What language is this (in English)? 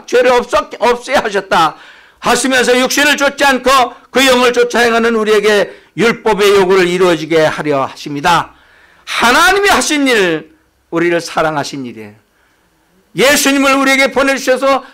Korean